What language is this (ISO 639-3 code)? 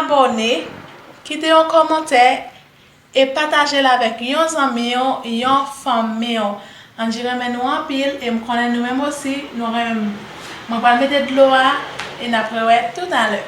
hat